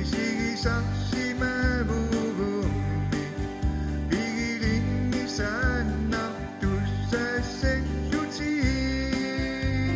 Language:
Kalaallisut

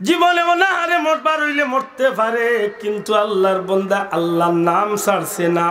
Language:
Sylheti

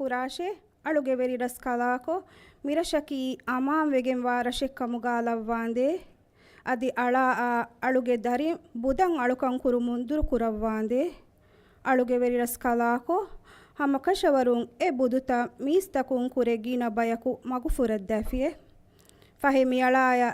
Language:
Divehi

